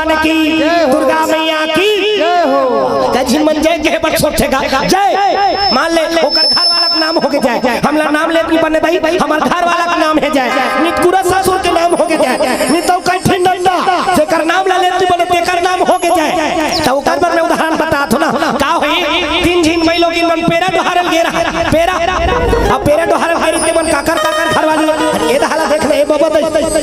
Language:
Chhattisgarhi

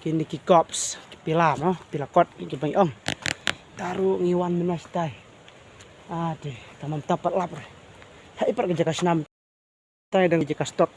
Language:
Khasi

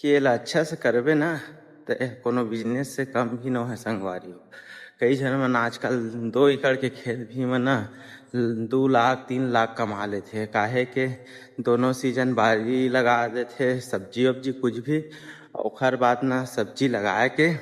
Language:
Chhattisgarhi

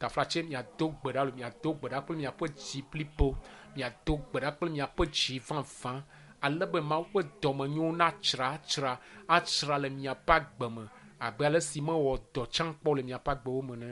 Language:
Ewe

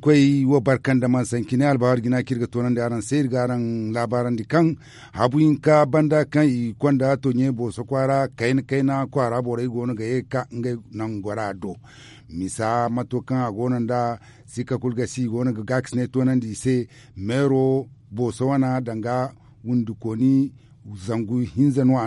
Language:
Zarma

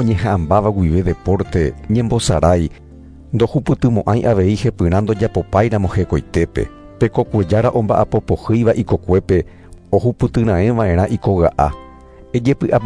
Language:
Guarani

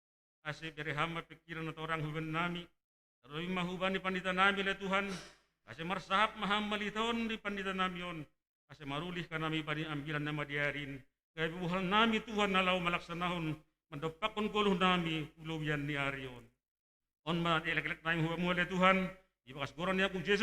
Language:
Batak Simalungun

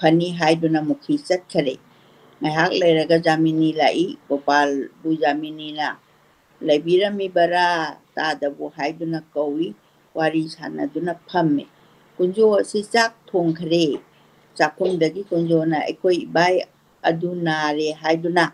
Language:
Manipuri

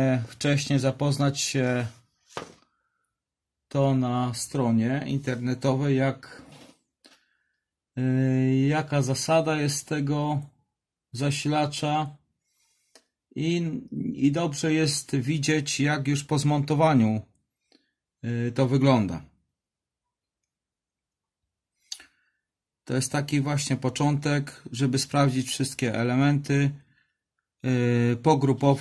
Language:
Polish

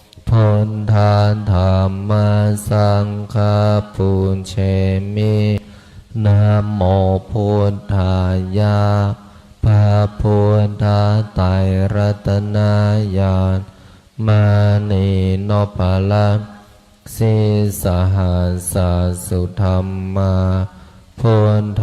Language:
Pali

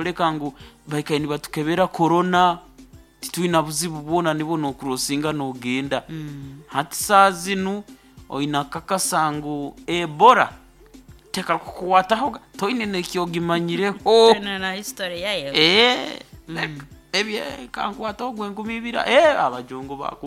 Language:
Nyoro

